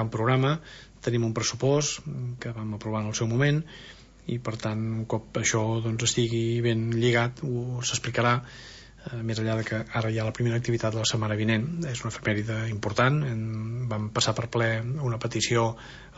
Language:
Catalan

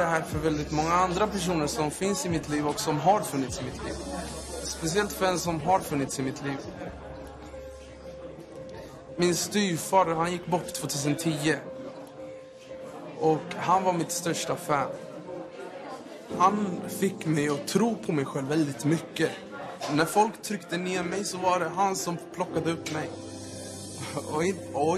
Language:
Swedish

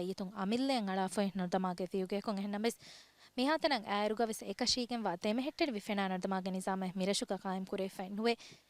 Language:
Divehi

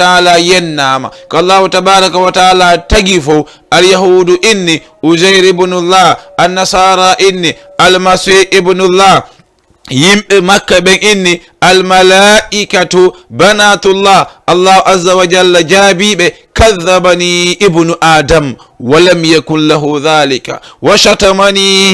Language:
Fula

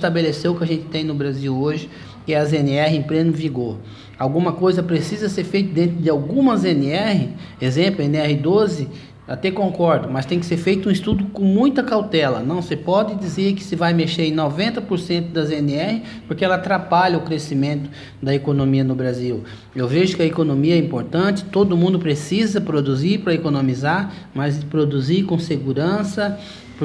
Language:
Portuguese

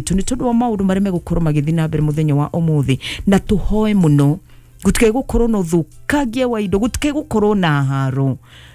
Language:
Kikuyu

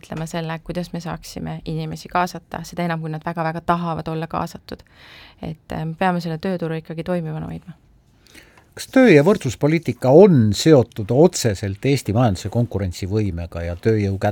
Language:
Estonian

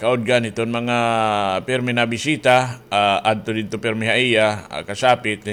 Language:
Waray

